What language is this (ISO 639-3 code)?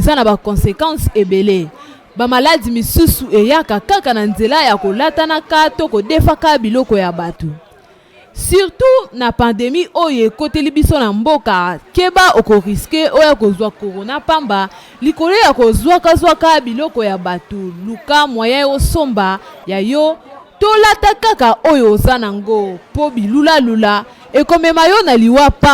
lin